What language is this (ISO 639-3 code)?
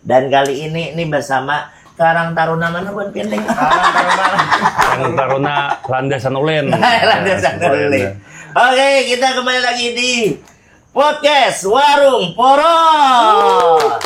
bjn